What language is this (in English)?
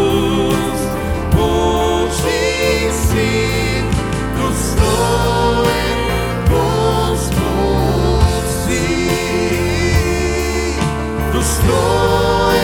Bulgarian